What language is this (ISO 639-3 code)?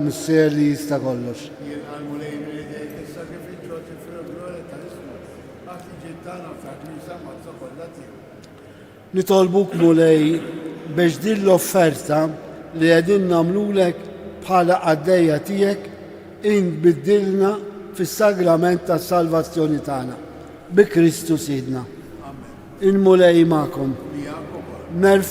mlt